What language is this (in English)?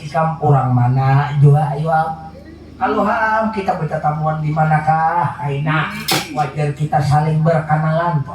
Banjar